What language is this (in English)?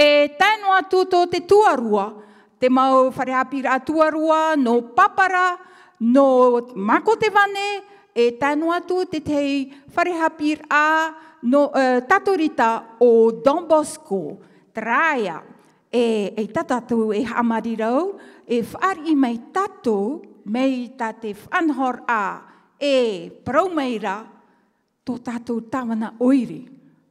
Tahitian